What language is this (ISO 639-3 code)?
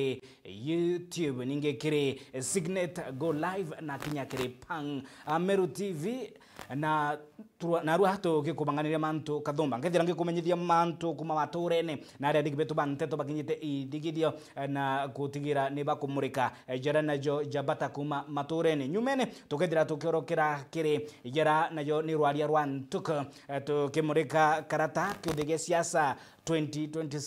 mer